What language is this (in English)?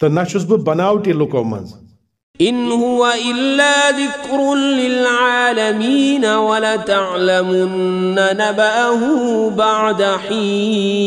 Kashmiri